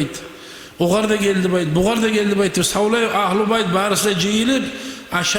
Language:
Kumyk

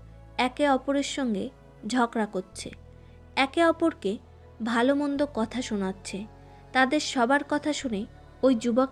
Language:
Bangla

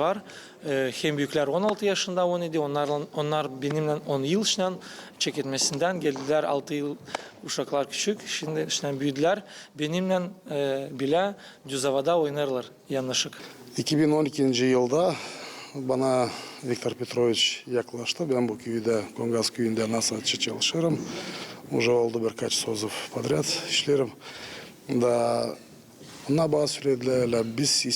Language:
Gagauz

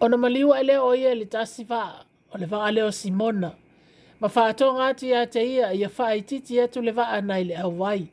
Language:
Samoan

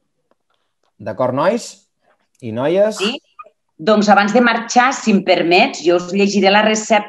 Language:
Catalan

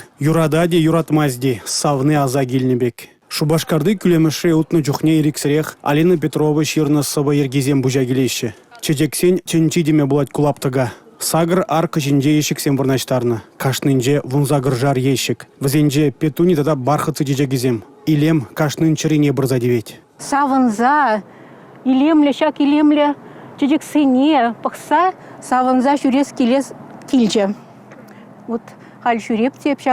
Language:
Chuvash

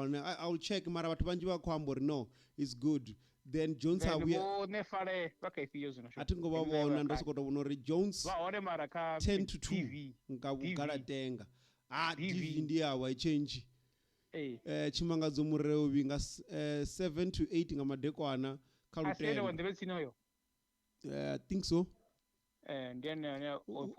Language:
Venda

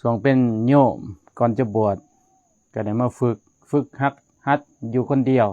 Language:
Lao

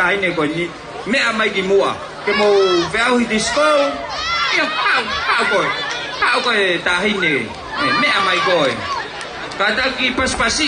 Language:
Tongan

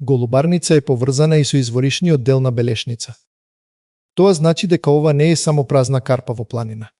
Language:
Macedonian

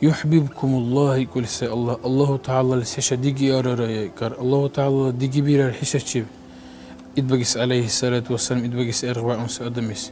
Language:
Dargwa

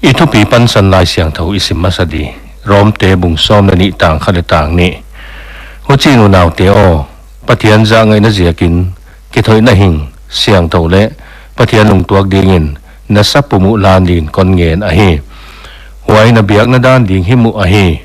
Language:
Paite Chin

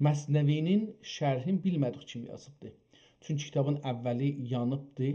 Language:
South Azerbaijani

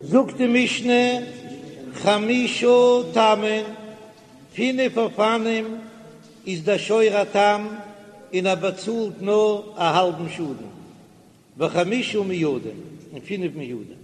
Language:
Yiddish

